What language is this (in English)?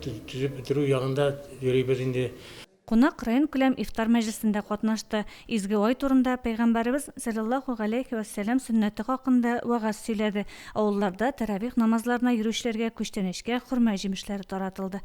Tatar